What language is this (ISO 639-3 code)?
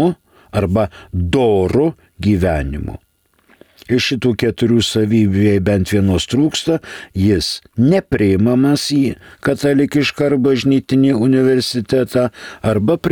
lit